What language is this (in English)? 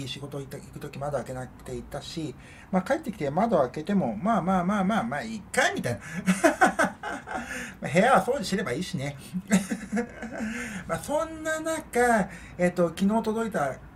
Japanese